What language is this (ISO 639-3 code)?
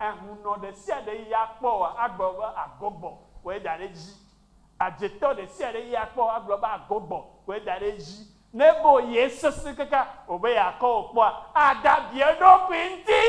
ewe